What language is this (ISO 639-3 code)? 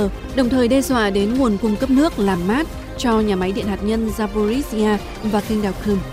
vie